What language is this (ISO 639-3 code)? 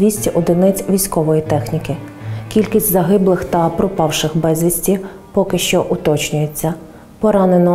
ukr